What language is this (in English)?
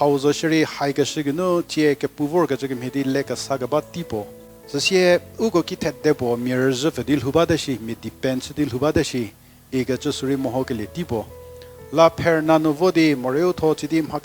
Angami Naga